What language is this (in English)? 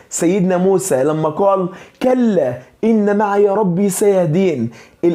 Egyptian Arabic